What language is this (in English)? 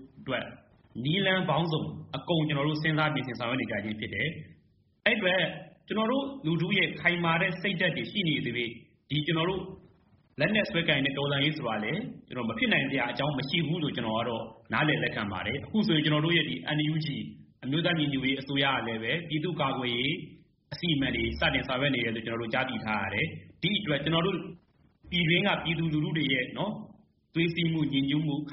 Burmese